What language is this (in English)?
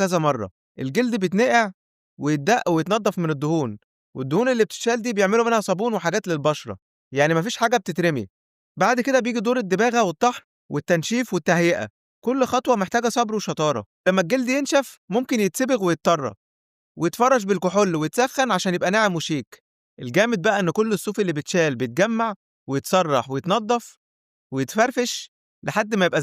Egyptian Arabic